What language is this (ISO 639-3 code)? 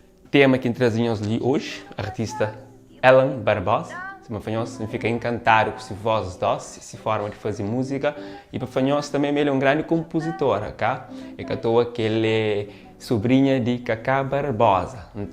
kea